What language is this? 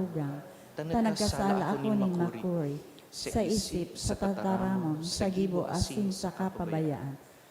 Bikol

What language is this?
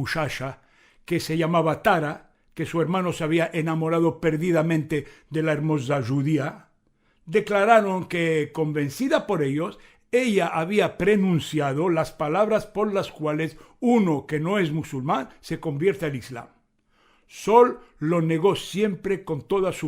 Ladino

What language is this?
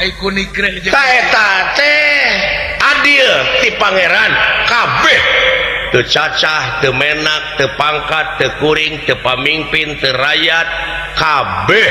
Sundanese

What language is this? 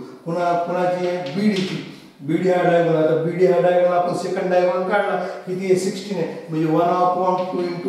Marathi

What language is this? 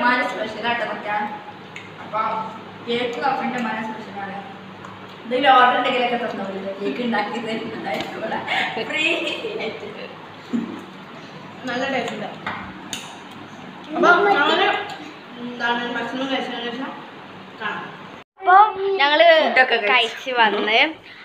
Malayalam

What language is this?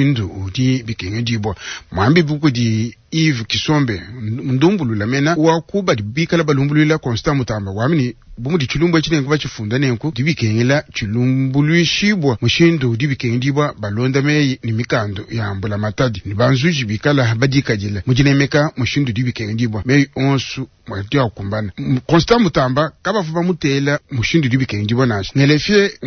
Luba-Lulua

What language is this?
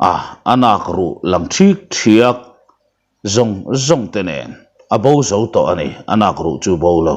Mizo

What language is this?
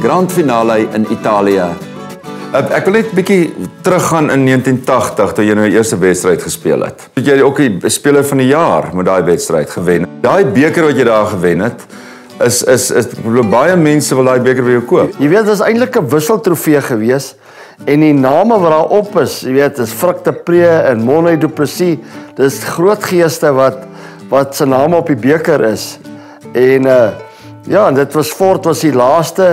Afrikaans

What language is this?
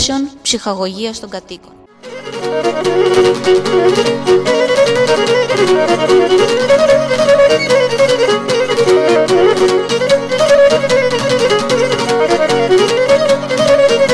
Greek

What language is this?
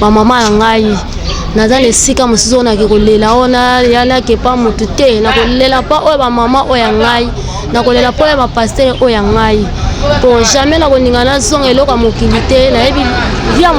Lingala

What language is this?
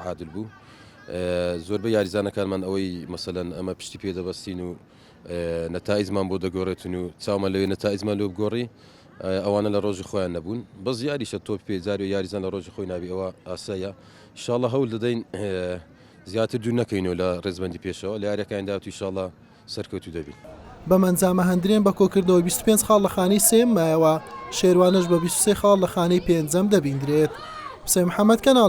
Central Kurdish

